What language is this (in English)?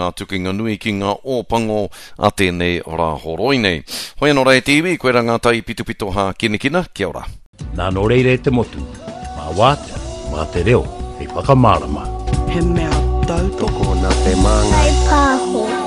Māori